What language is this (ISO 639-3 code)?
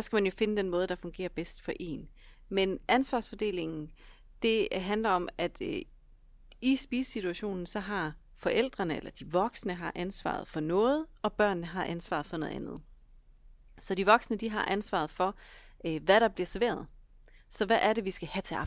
dan